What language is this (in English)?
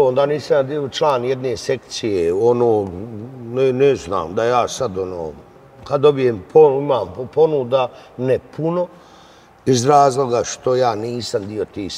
Bosnian